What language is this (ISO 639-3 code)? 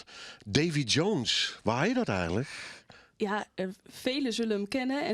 fry